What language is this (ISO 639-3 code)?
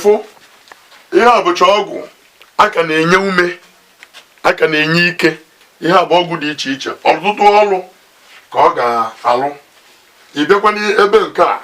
ibo